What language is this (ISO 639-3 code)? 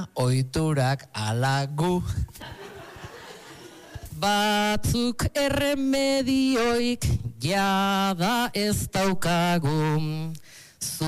eus